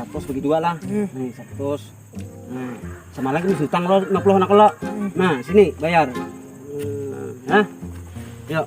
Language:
Banjar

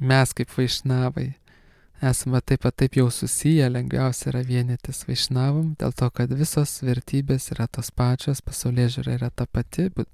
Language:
Lithuanian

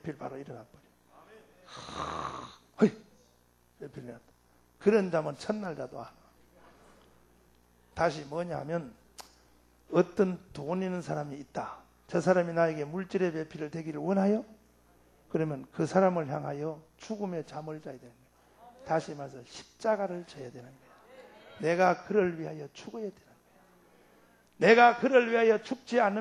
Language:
Korean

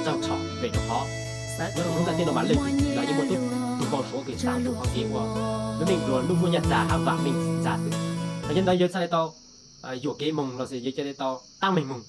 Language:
Hmong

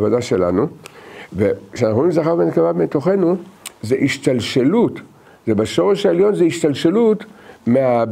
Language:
Hebrew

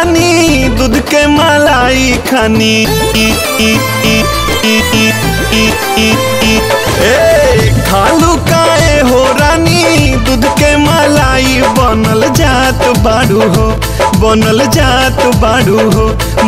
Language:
Bhojpuri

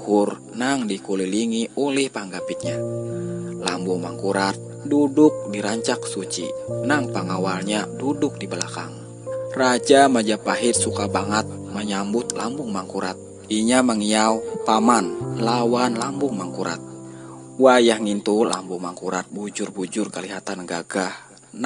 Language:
Banjar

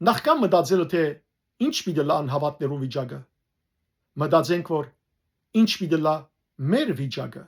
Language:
Western Armenian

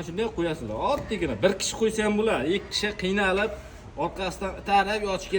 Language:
Uzbek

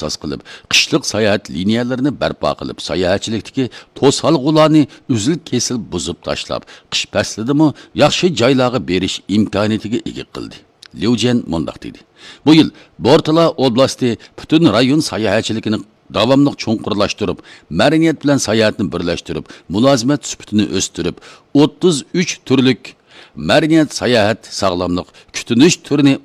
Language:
Uyghur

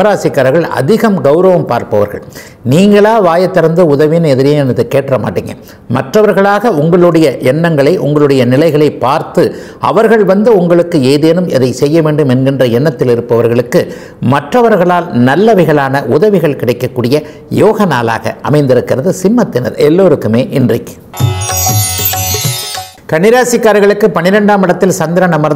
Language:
Tamil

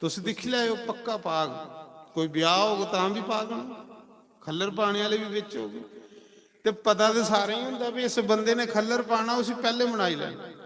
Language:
Dogri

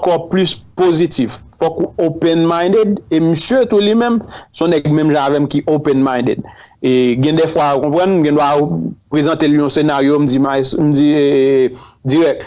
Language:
Haitian Creole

